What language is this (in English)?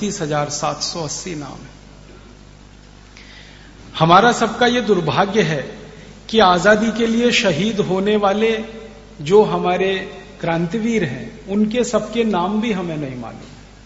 Hindi